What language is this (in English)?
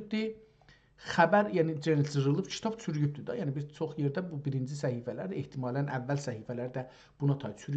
South Azerbaijani